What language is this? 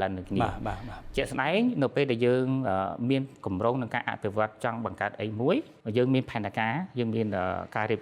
Khmer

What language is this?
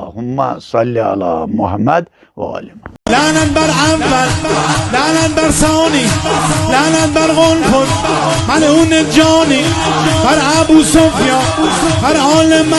Kashmiri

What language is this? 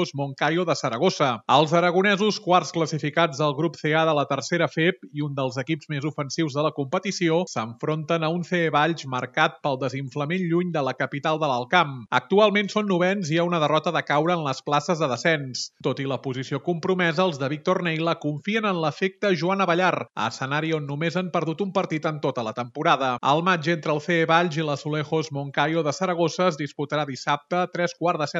Catalan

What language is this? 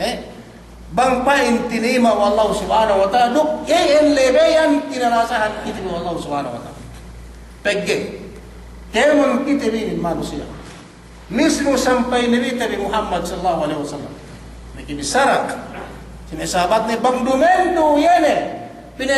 Yakan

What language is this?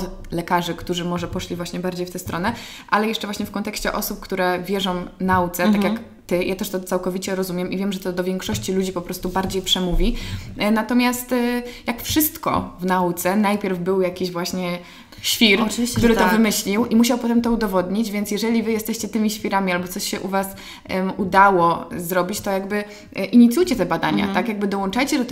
Polish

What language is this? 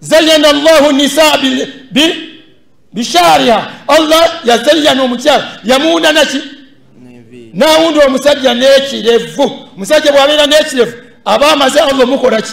Ganda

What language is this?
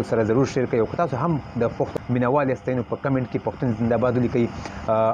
Pashto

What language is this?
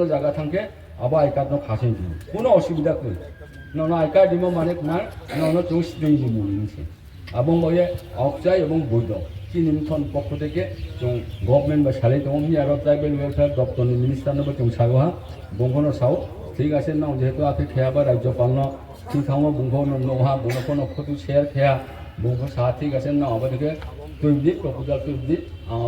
Riang (India)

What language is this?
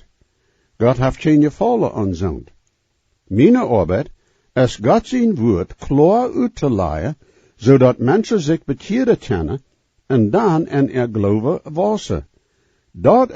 Plautdietsch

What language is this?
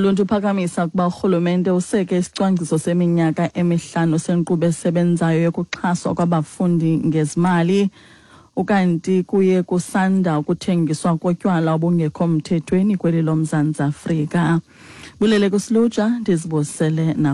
Xhosa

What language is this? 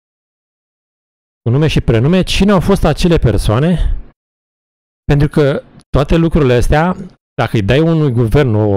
Romanian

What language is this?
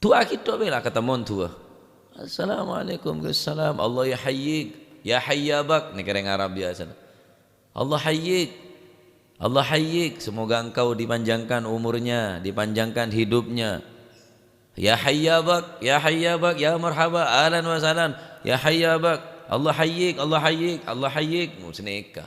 Madurese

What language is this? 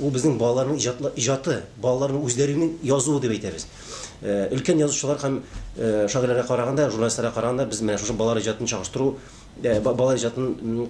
Tatar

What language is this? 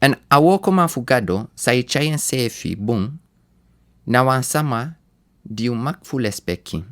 Sranan Tongo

